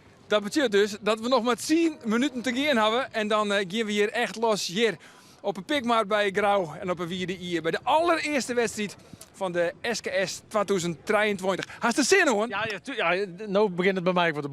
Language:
Western Frisian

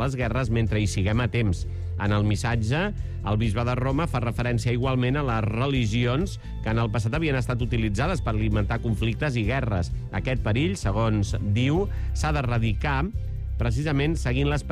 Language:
Catalan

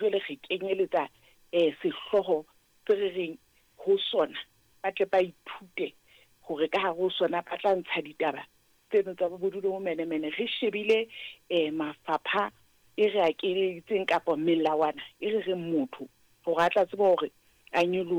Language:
Southern Sotho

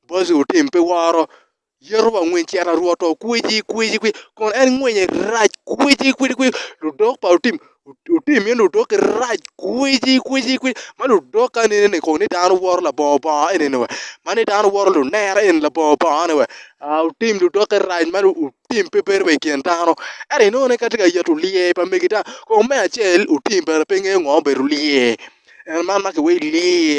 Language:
Acoli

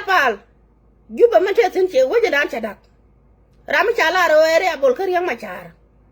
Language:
Nuer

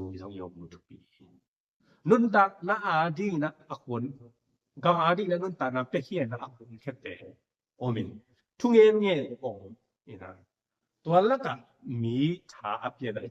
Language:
Tedim Chin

